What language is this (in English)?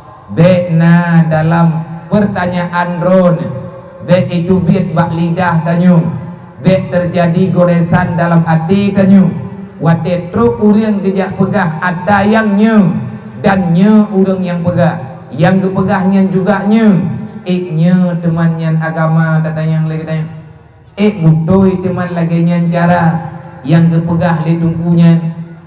Achinese